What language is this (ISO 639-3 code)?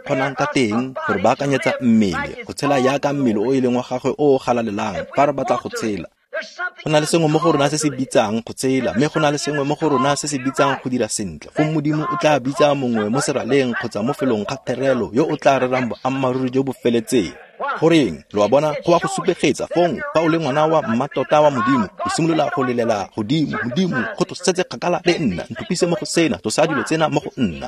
tsn